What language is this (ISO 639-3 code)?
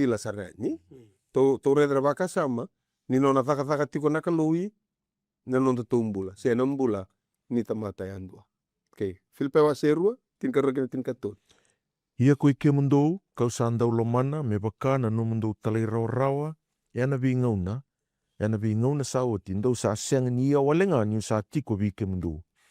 fij